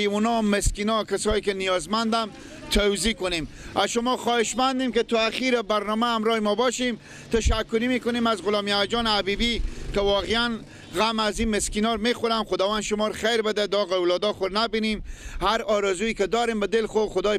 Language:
Persian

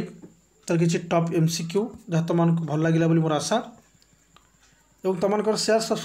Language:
Odia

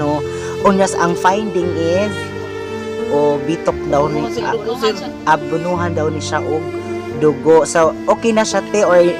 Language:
Cebuano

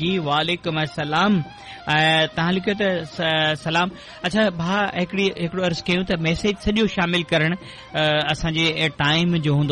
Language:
Sindhi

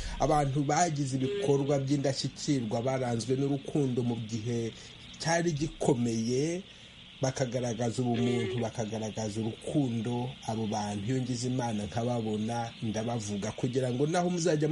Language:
Kinyarwanda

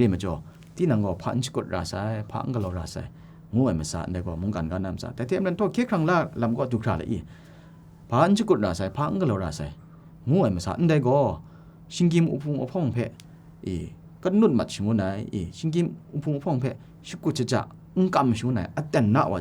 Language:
Kachin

